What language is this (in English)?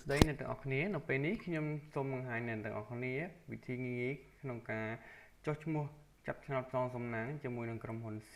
Khmer